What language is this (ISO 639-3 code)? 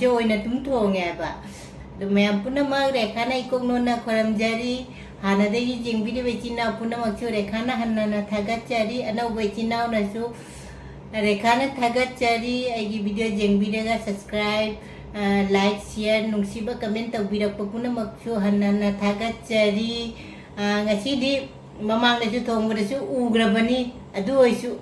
mni